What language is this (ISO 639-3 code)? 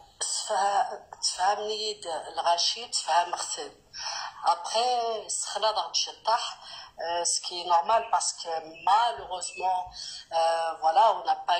kab